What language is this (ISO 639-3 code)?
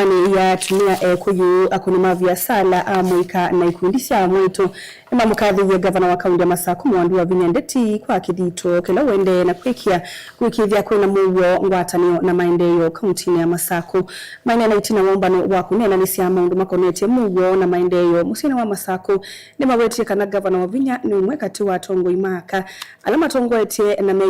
kam